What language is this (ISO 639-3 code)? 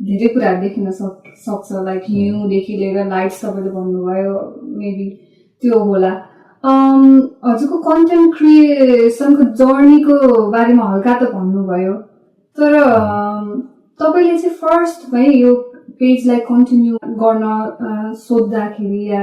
nep